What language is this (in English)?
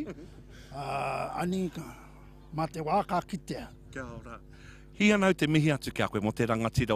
Māori